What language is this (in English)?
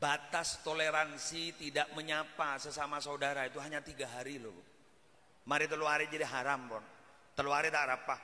Madurese